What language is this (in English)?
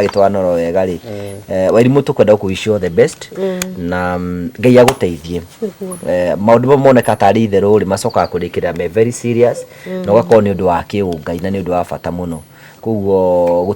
Kikuyu